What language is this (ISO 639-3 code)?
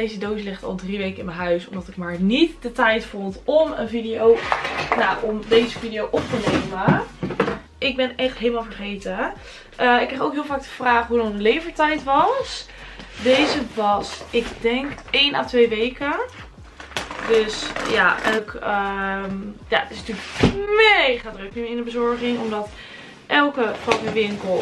nld